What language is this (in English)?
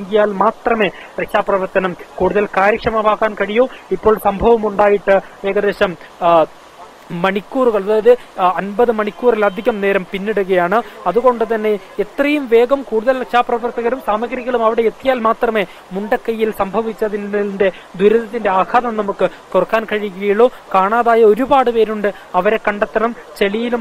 Malayalam